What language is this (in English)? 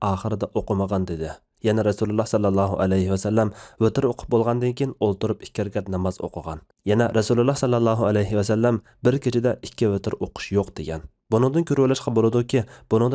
Uyghur